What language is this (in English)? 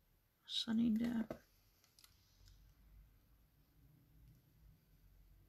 Danish